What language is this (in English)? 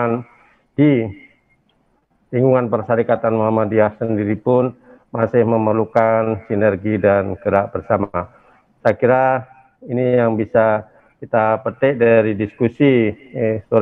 Indonesian